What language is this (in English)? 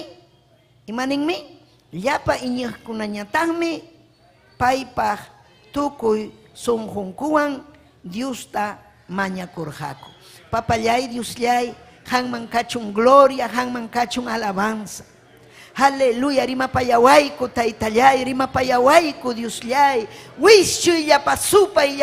Ayacucho Quechua